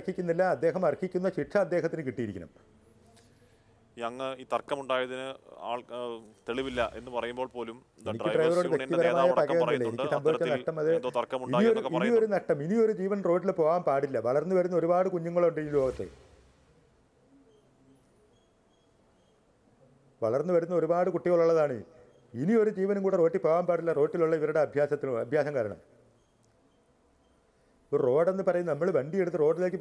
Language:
Malayalam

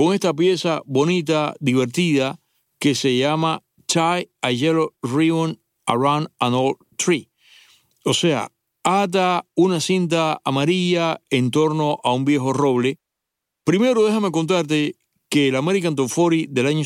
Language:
Spanish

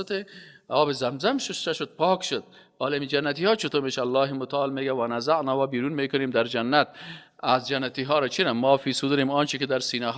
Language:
Persian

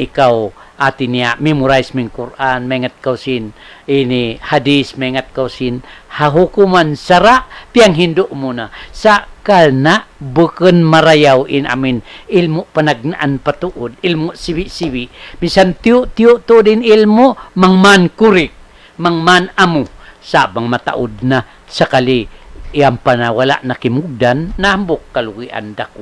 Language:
Tausug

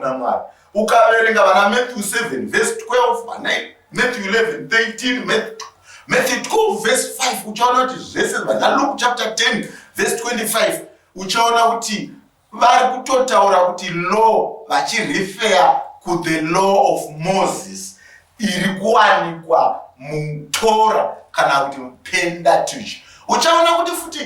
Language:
Shona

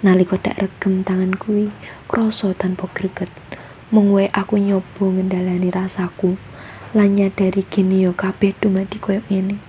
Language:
Javanese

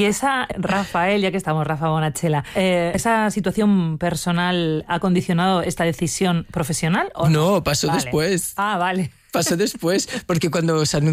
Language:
Spanish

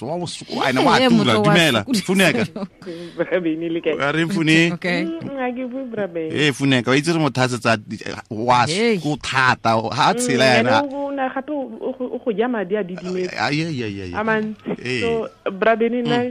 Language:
Tswana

